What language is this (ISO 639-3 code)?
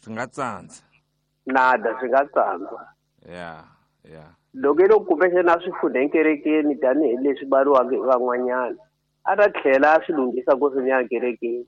tso